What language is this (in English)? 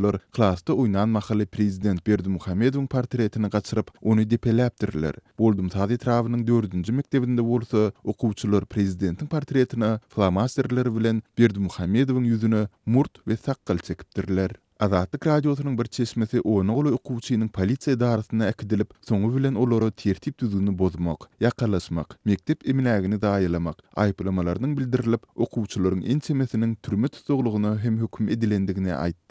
Turkmen